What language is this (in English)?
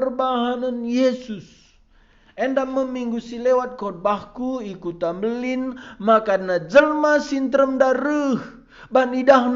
Batak Karo